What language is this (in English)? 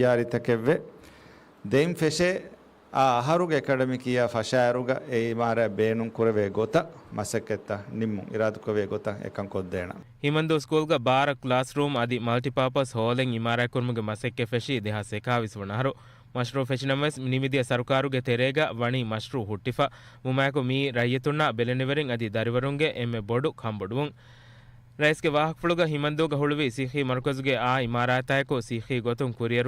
Divehi